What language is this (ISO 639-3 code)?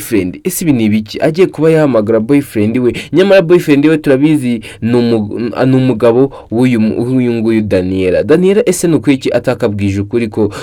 kin